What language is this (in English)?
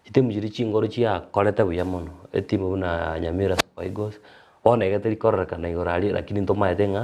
Gusii